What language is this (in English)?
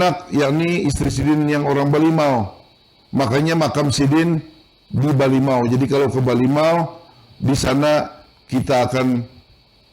Banjar